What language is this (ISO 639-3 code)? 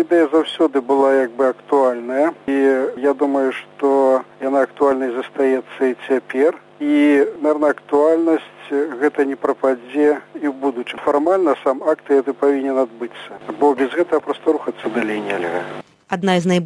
bel